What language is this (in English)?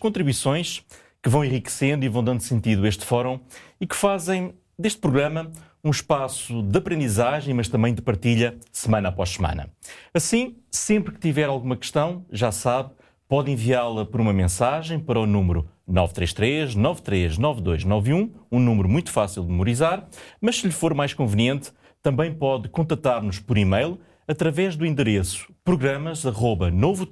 Portuguese